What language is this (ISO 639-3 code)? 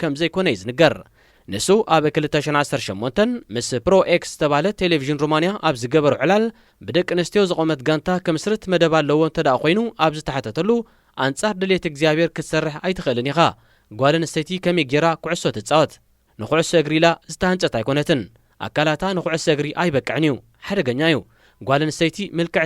tir